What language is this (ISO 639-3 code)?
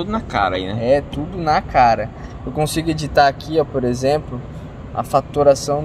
por